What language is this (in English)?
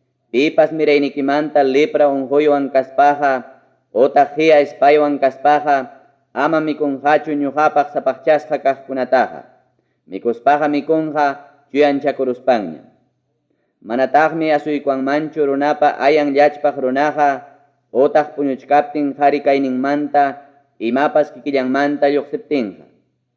Ayacucho Quechua